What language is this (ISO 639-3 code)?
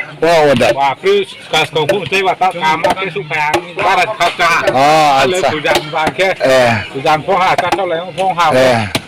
ria